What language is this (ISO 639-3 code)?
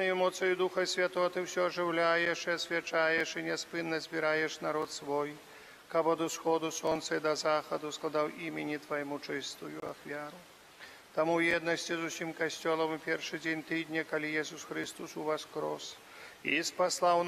bel